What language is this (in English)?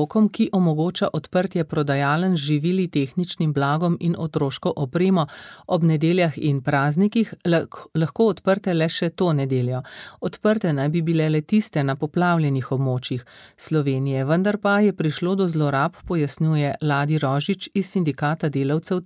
Slovenian